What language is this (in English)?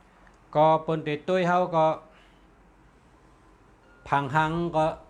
Shan